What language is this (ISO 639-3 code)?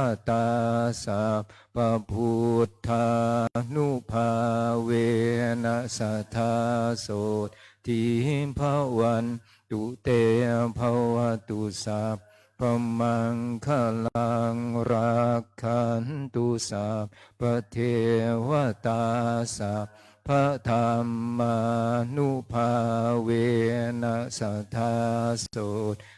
pli